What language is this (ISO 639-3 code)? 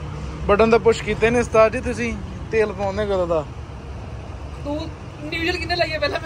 pan